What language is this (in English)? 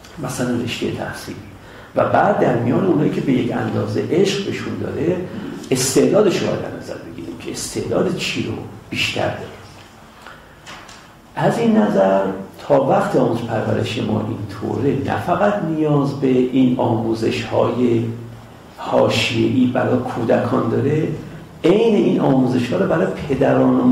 Persian